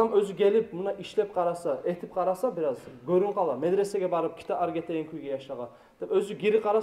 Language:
Kumyk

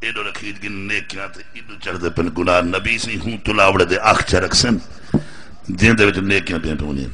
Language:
Saraiki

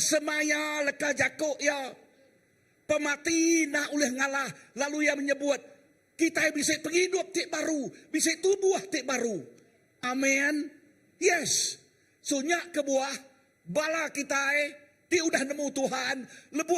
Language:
Iban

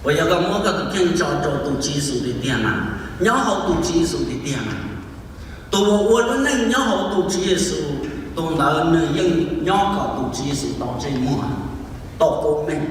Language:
Hmong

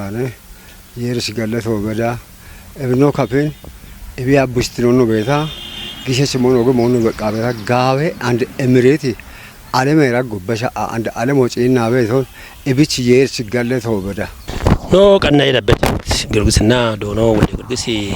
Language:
Kafa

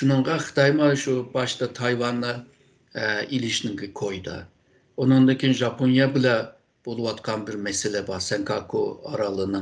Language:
Uyghur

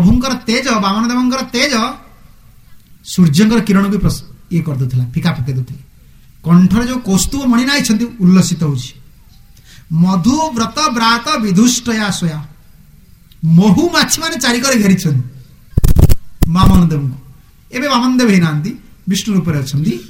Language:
Odia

